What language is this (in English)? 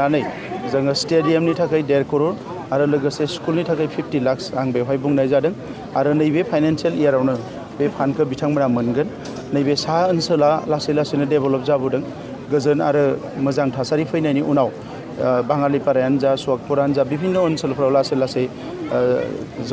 Bodo